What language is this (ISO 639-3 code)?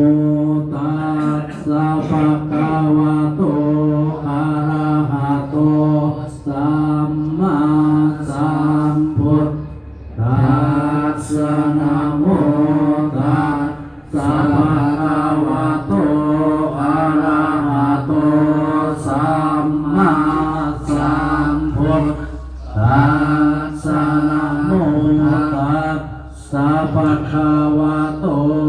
pli